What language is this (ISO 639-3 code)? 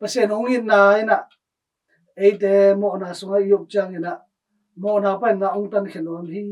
ctd